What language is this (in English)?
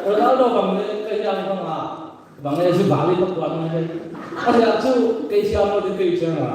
Paite Chin